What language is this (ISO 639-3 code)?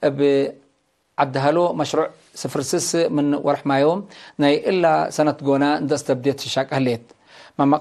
tig